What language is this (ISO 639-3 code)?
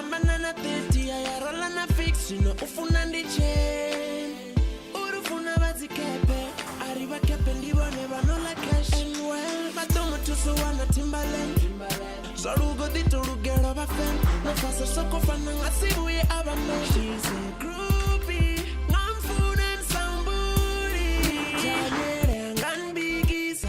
ven